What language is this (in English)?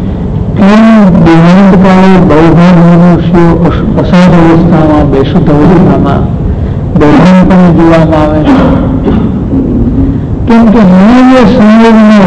Gujarati